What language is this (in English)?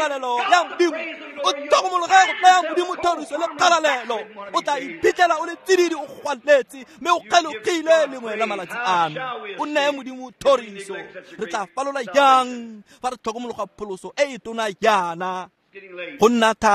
Tswana